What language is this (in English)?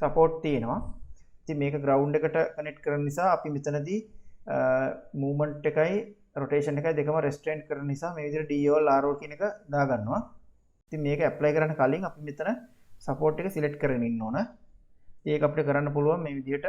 Sinhala